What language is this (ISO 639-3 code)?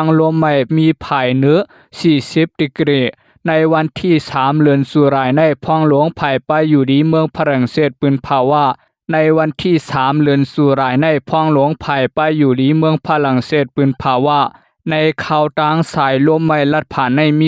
shn